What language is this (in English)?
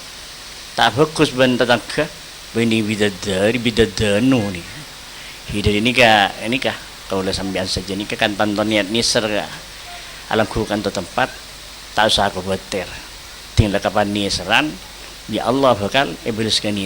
Madurese